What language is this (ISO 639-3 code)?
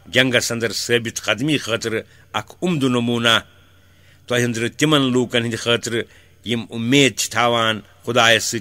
kas